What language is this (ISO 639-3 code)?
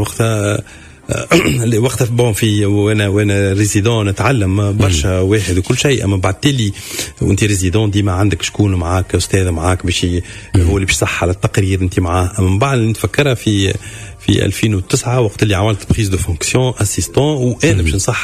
aeb